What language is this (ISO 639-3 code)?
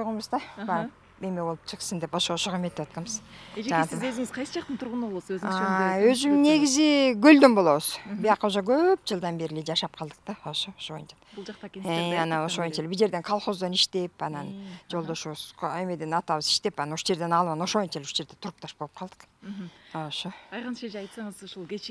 kir